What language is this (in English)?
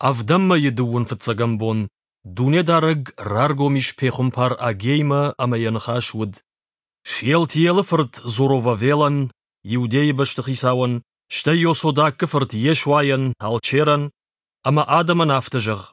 Ossetic